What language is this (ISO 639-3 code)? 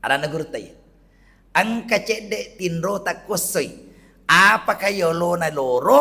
bug